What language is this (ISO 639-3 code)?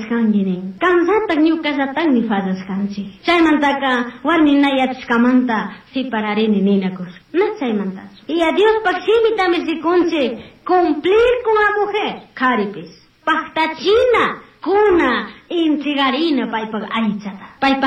qug